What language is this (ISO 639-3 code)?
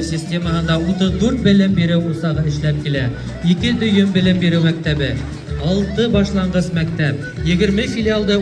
bak